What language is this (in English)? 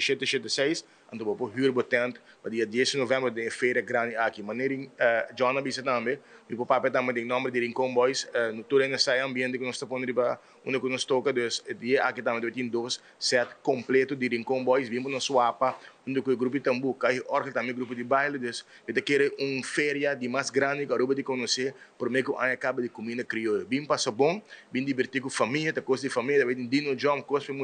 Papiamento